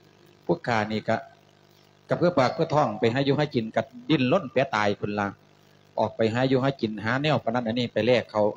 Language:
Lao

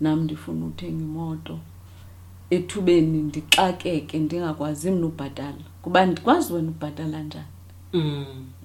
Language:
Xhosa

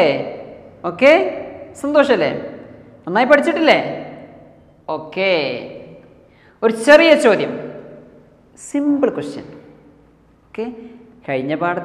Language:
Malayalam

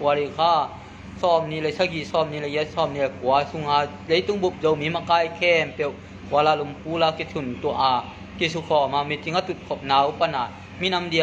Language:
Tedim Chin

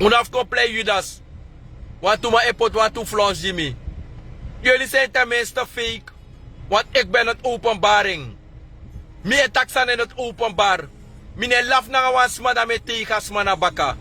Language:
Sranan Tongo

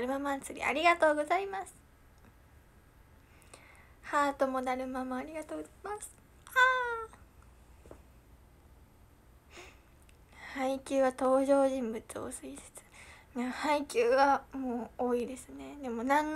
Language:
Japanese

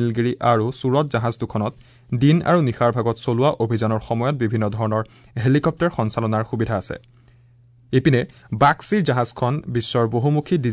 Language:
Assamese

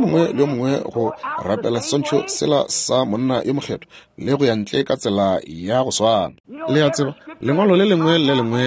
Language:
Northern Sotho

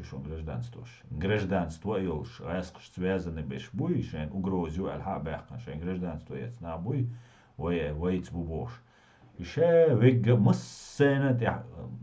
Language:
Chechen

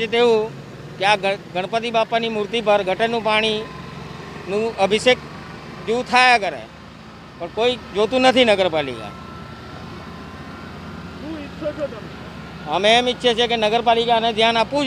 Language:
Gujarati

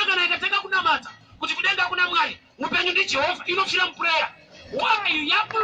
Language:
Shona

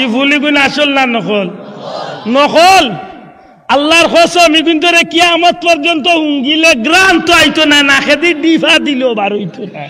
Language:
Sylheti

